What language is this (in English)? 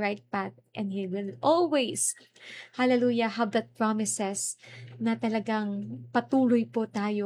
Filipino